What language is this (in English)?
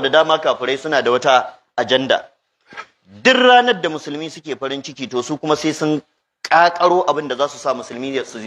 Hausa